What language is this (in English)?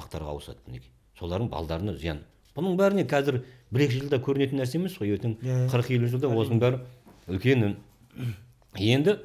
Kazakh